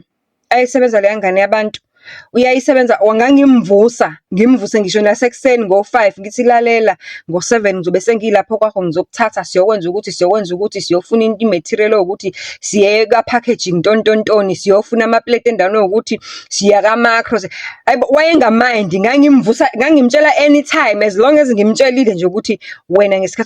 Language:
Zulu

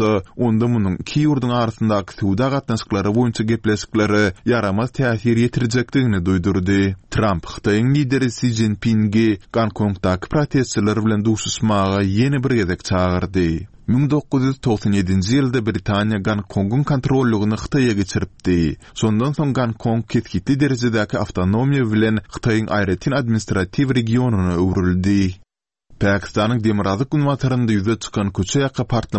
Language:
Turkmen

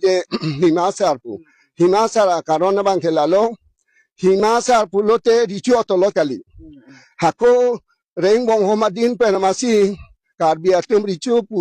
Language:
Karbi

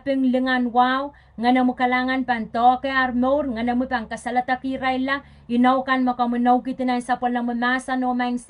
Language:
Pohnpeian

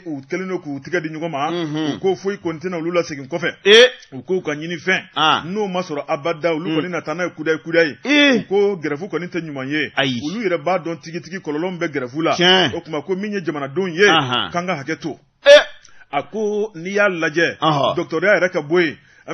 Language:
Bambara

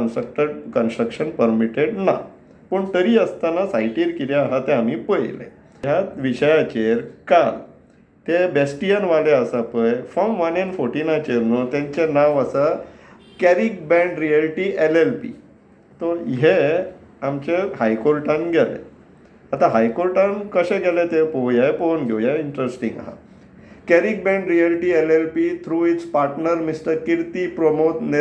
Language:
Konkani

